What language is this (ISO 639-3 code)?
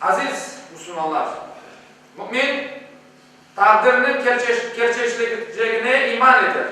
crh